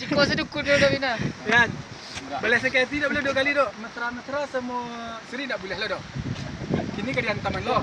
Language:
Minangkabau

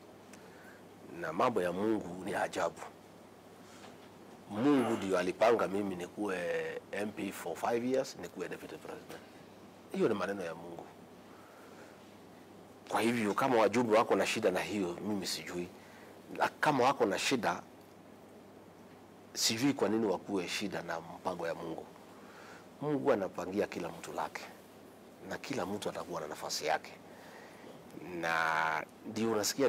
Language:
Swahili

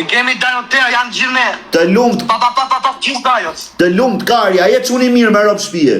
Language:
Albanian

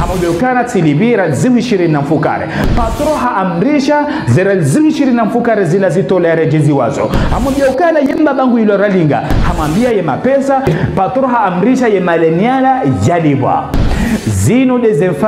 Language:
Ngazidja Comorian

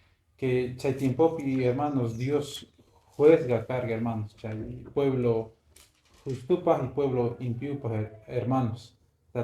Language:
Quechua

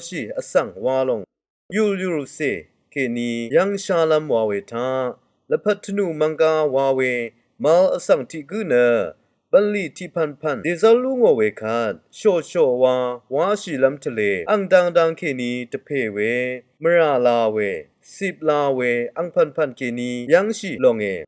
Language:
Rawang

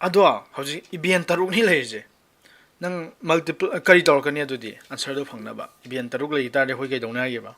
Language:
Manipuri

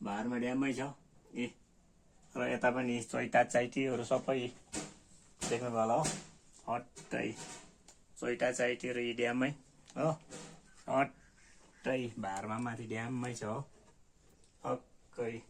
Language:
Nepali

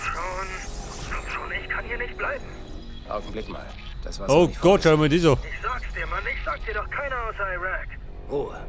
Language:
Bavarian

